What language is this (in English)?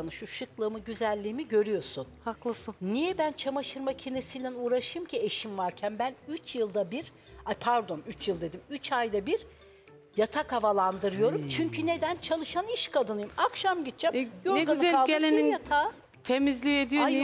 Turkish